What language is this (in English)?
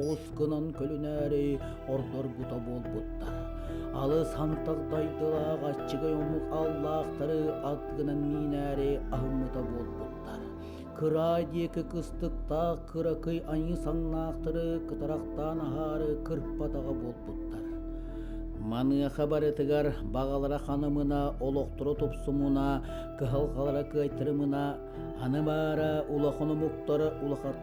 Yakut